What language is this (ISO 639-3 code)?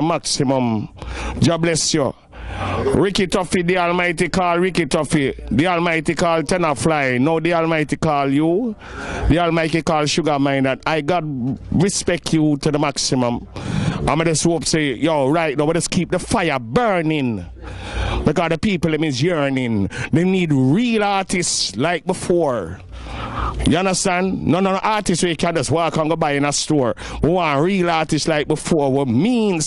jam